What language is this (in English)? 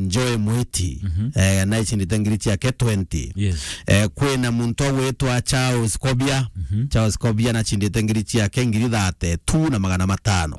Meru